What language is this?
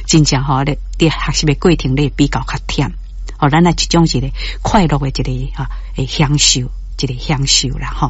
Min Nan Chinese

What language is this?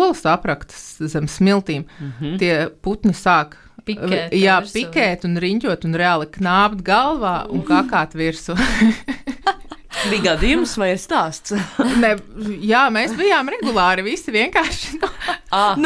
Latvian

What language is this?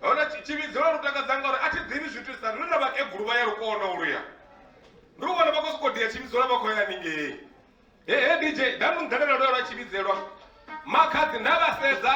Venda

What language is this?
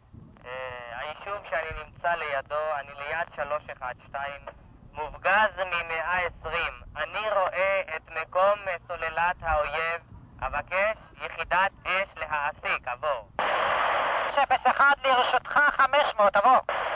Hebrew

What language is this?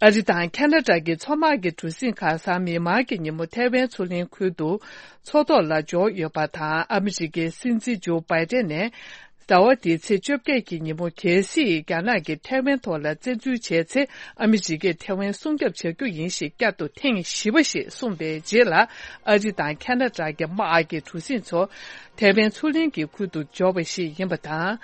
Tibetan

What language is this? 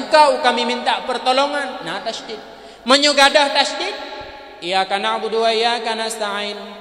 Achinese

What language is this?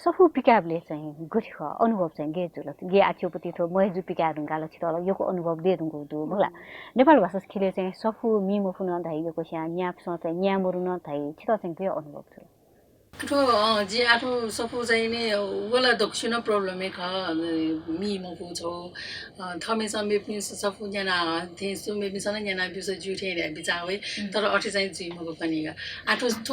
Newari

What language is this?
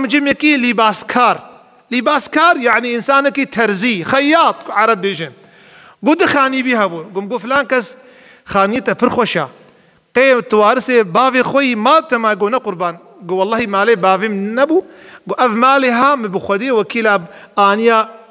Kurdish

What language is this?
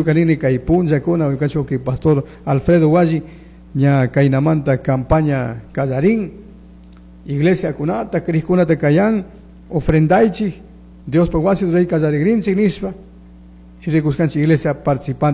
Chimborazo Highland Quichua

